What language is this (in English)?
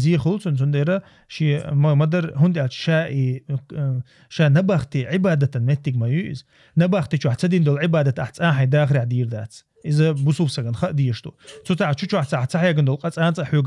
Chechen